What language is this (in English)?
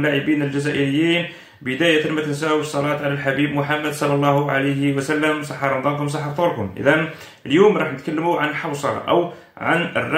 Algerian Arabic